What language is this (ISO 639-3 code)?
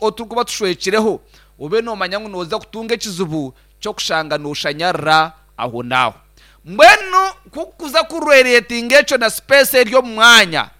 nyn